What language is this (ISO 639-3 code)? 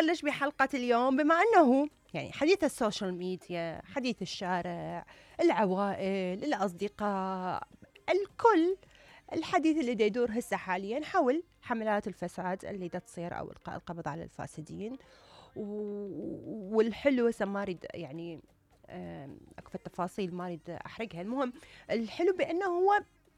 acm